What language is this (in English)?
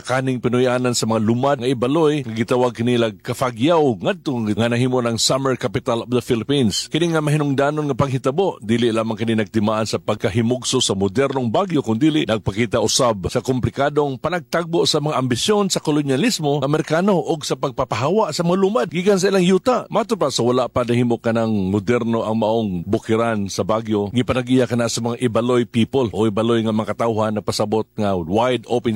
Cebuano